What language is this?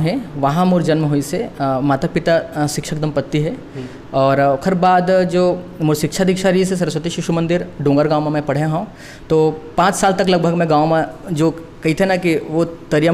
Chhattisgarhi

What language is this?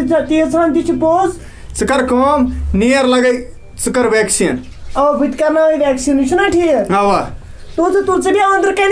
Kashmiri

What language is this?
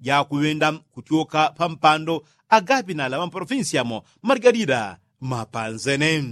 Yao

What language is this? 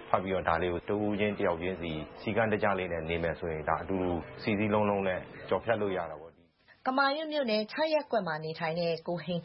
Burmese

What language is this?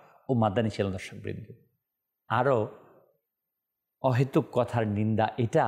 Bangla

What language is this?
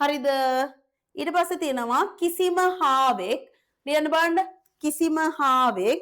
Sinhala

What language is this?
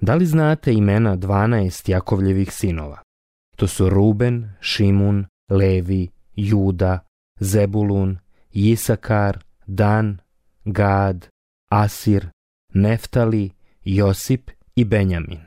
Croatian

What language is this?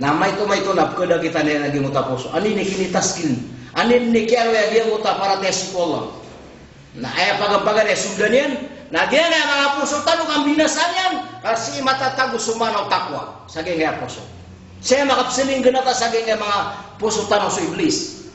Maranao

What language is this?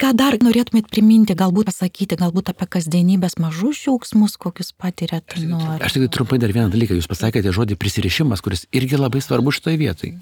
Lithuanian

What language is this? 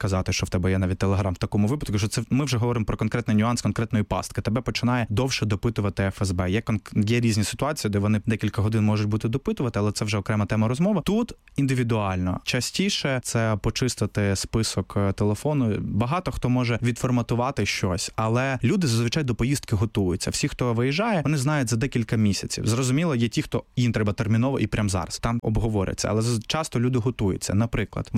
Ukrainian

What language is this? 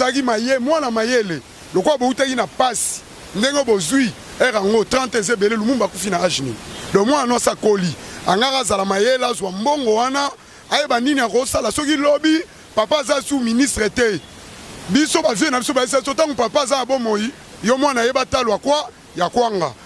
Lingala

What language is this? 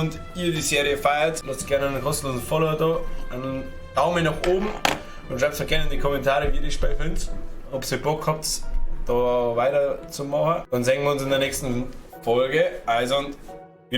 Bavarian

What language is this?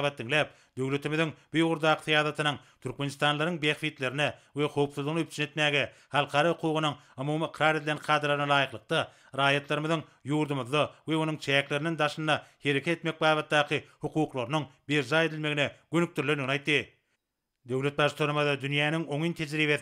Turkmen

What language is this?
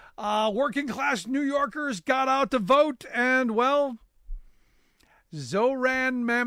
English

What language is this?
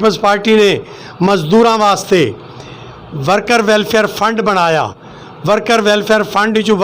Western Panjabi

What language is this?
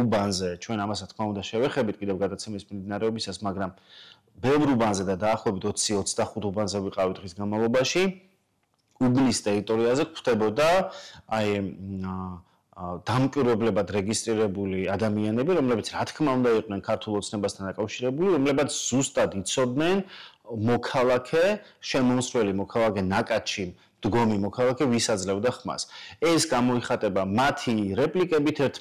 Georgian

